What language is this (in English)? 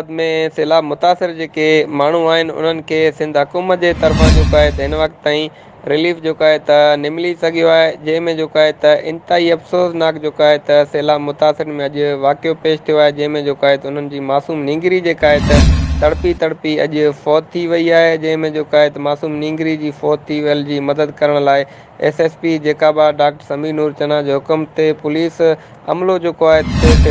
Sindhi